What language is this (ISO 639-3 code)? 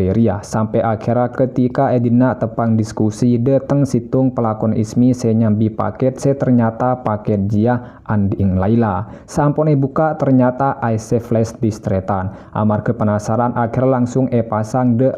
mad